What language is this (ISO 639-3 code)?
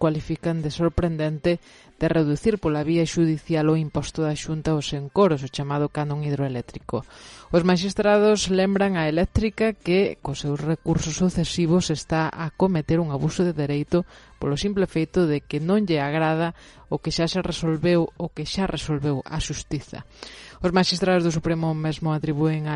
glg